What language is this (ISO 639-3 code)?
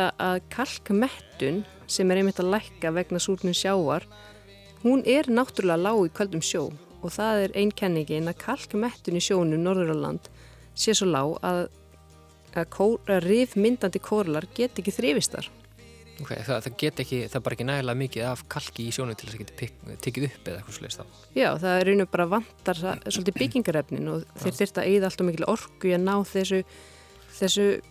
isl